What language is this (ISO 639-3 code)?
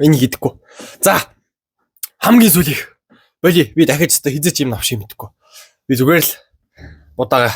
mon